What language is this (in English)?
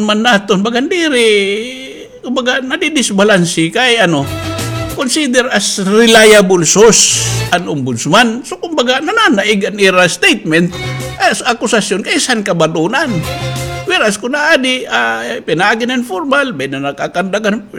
Waray